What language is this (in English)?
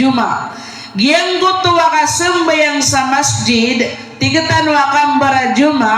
Maranao